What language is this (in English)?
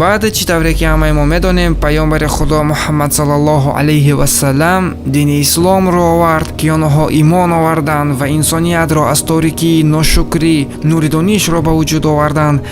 Tajik